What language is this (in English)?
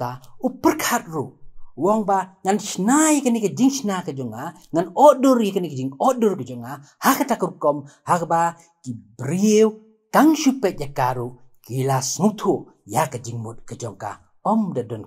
Khasi